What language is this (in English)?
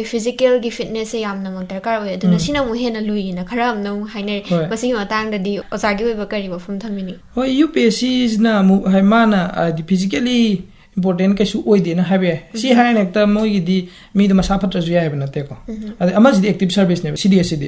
Manipuri